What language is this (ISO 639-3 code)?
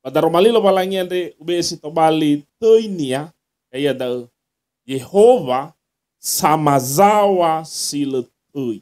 nia